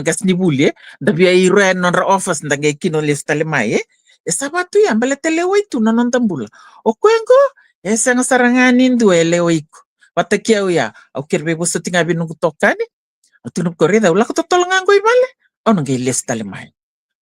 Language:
Fijian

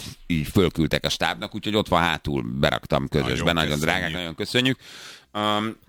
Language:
Hungarian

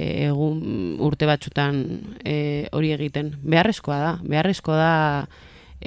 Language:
Basque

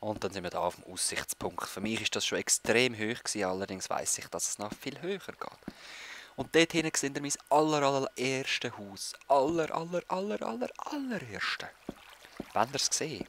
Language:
Swiss German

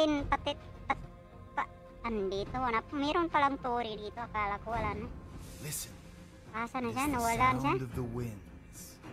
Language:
Filipino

